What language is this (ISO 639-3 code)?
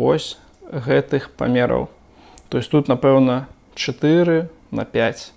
bel